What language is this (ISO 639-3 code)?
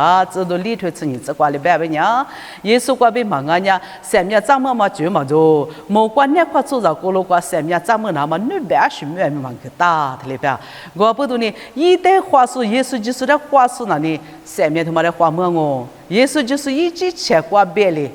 lis